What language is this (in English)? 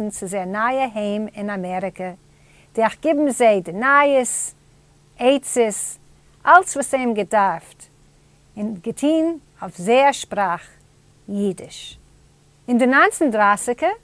Yiddish